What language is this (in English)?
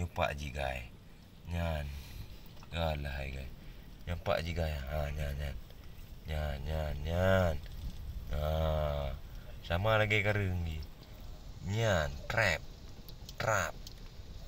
Achinese